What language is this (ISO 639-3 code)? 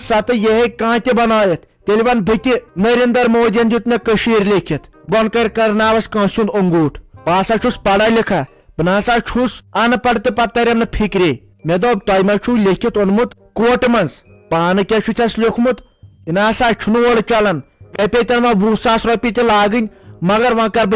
kas